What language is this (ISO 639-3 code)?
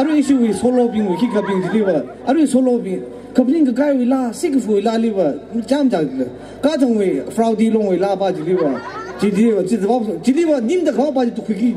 nmf